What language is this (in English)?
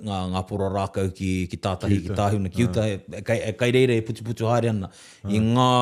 Māori